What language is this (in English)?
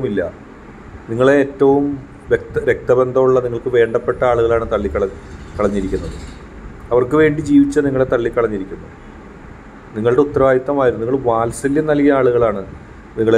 Malayalam